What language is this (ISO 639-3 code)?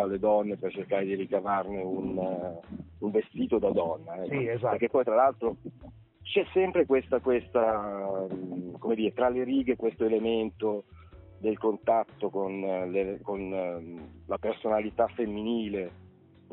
ita